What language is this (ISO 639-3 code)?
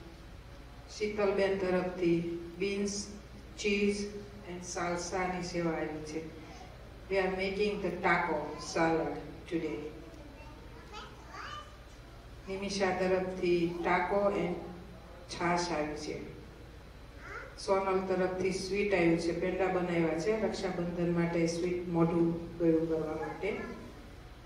guj